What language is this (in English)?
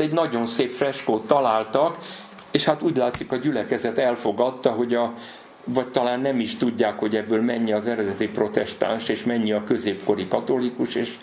Hungarian